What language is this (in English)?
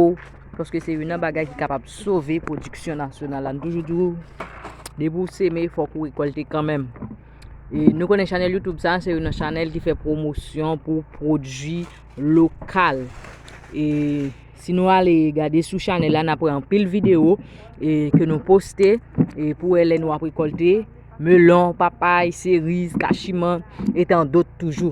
Haitian Creole